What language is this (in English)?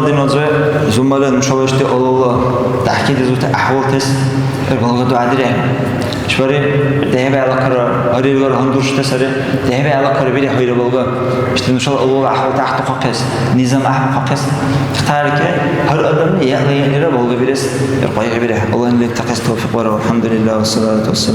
Dargwa